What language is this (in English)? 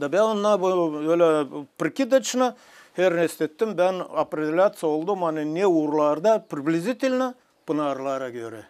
Gagauz